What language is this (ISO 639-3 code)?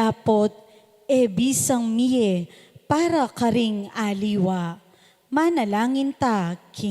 pam